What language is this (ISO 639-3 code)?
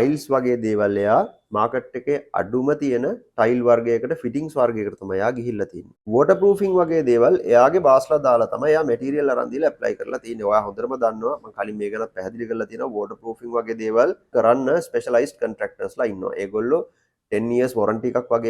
sin